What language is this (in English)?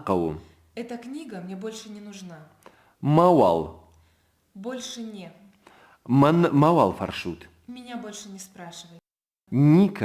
Ossetic